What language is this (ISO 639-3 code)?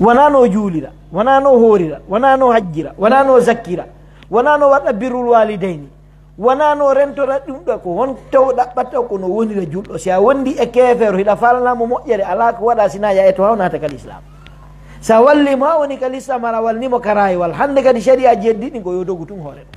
fuf